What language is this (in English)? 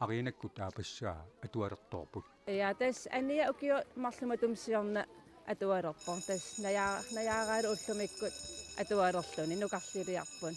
Kalaallisut